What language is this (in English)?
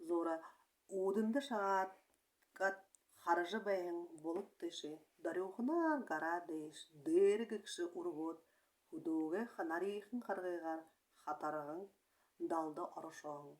Buriat